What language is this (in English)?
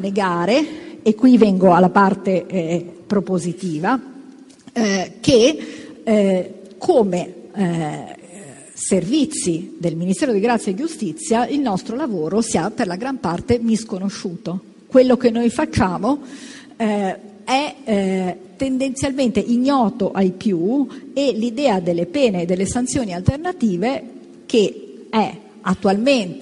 Italian